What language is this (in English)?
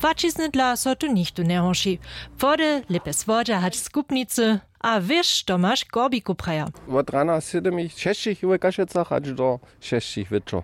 Upper Sorbian